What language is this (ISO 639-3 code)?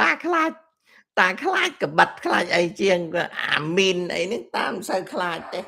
khm